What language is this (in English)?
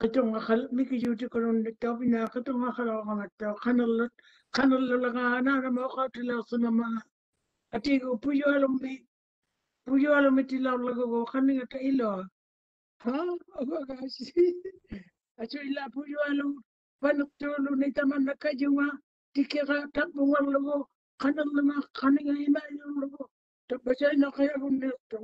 Māori